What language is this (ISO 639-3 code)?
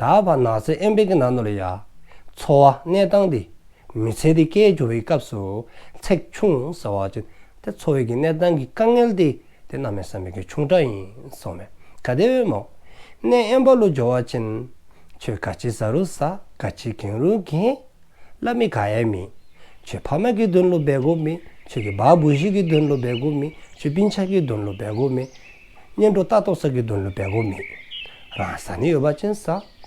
dzo